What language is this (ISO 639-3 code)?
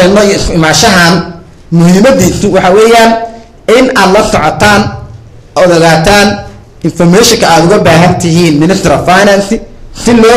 som